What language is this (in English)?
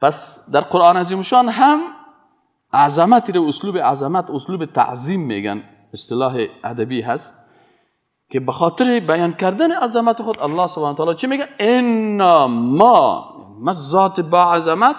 Persian